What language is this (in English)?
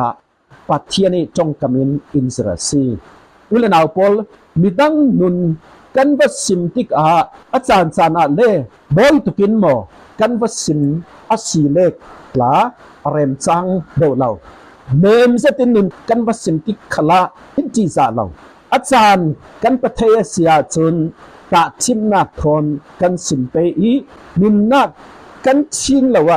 Falam Chin